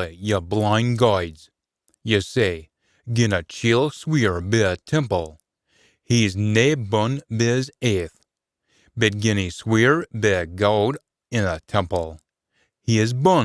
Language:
Scots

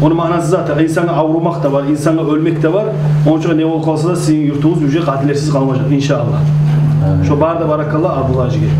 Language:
Kumyk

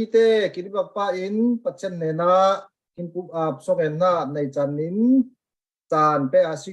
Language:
Falam Chin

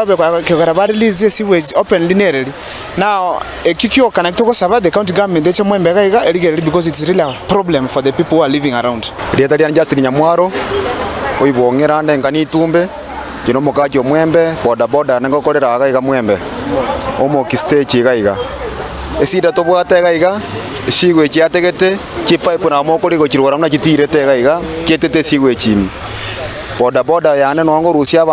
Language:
Gusii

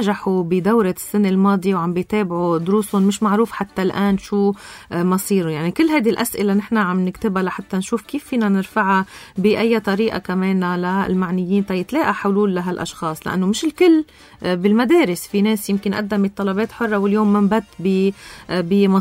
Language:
North Levantine Arabic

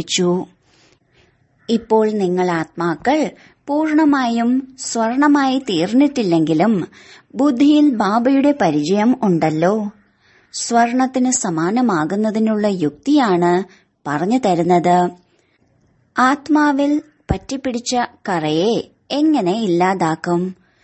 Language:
Malayalam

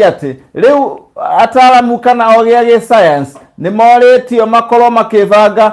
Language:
Kikuyu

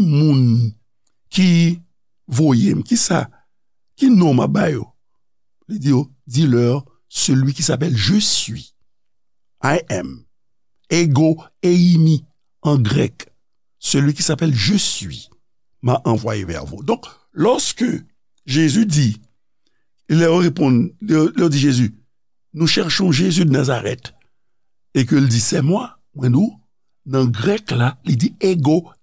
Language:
Haitian Creole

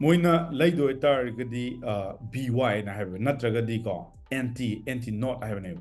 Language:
Manipuri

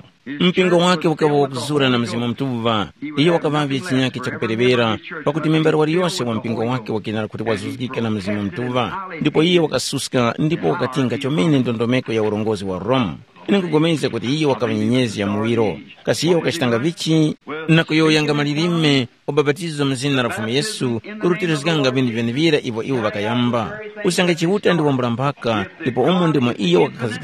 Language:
Tumbuka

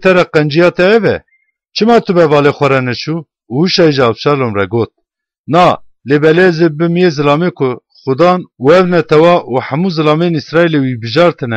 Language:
Kurdish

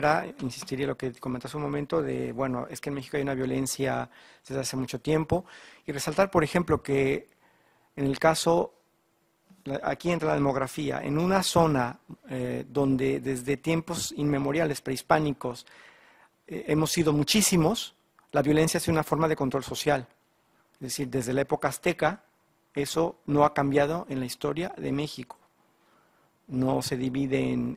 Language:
Spanish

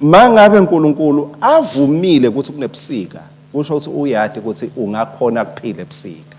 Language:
Swati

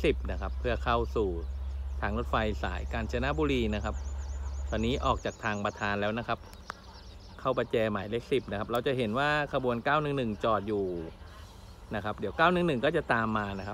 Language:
Thai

